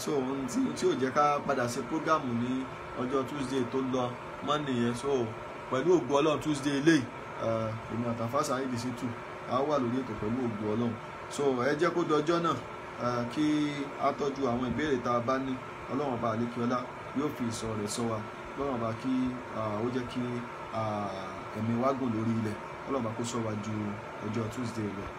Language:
Yoruba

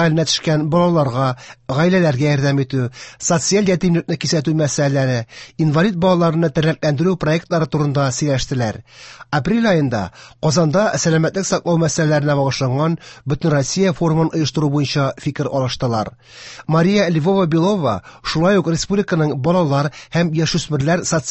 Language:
Tatar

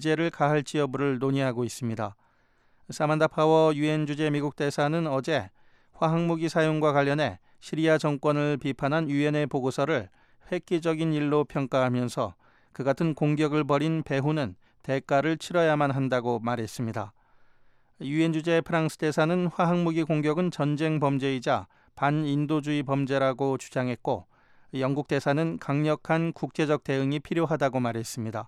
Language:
Korean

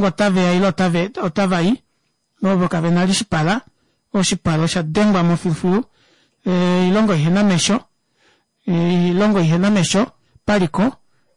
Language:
Kuanyama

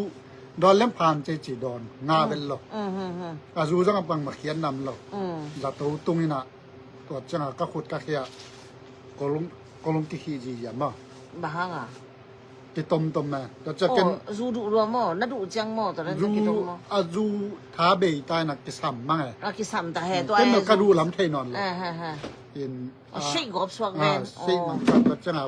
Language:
Tedim Chin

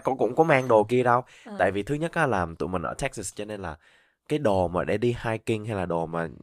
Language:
Vietnamese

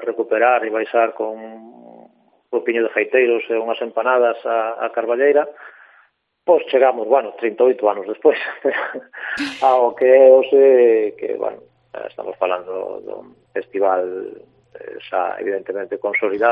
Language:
Galician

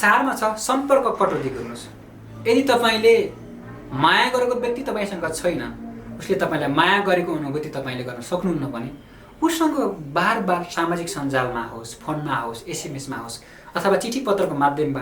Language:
Nepali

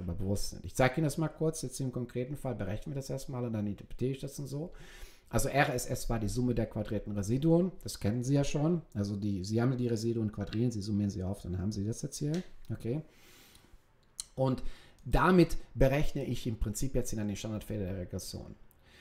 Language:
German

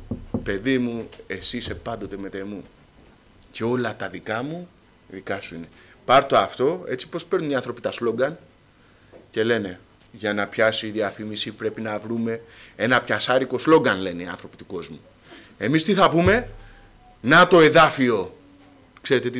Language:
Greek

